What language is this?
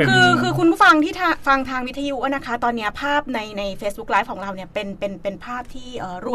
Thai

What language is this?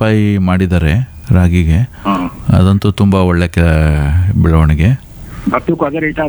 Kannada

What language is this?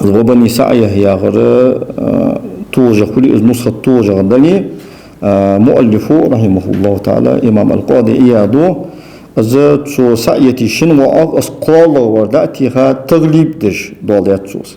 Ingush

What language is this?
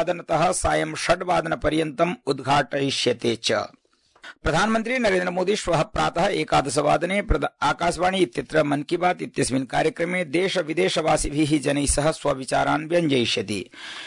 Sanskrit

